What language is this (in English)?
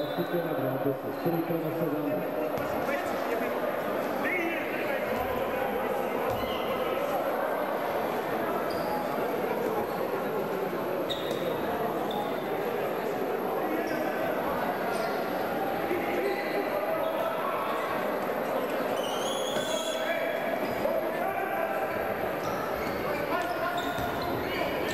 Serbian